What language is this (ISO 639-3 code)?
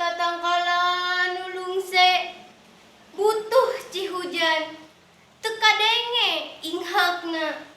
sun